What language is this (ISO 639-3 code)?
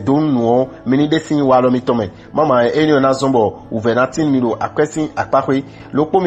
fon